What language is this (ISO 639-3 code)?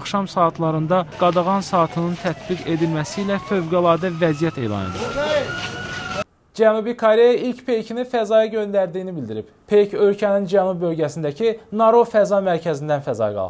aze